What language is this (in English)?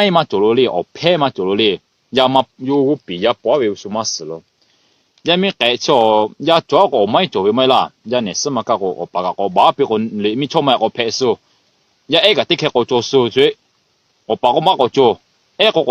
Lahu